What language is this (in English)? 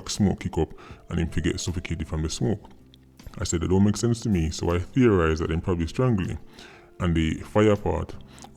Jamaican Creole English